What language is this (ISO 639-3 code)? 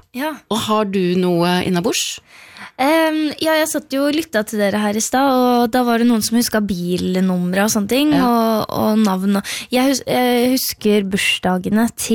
nor